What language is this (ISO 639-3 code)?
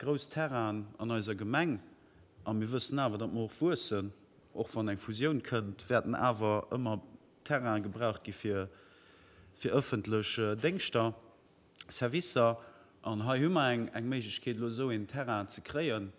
ltz